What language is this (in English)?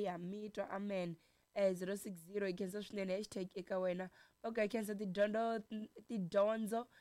Tsonga